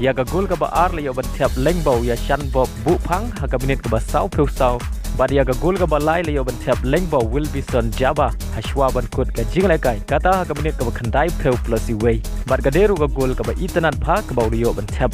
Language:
Khasi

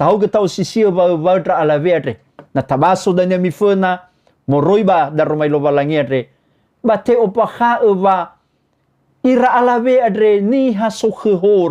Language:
Nias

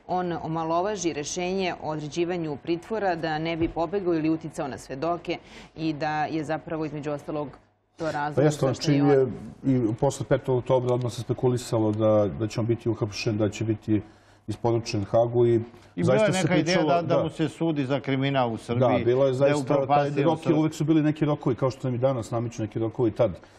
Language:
Serbian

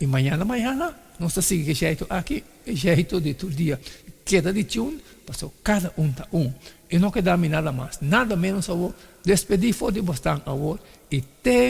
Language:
Papiamento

